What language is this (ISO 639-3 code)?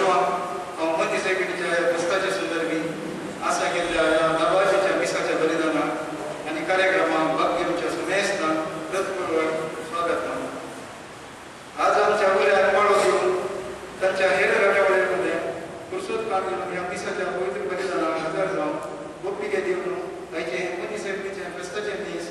kok